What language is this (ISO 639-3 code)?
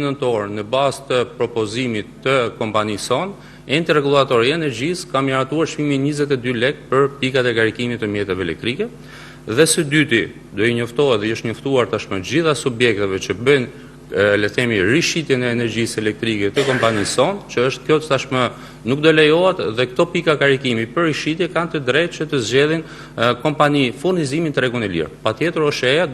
sqi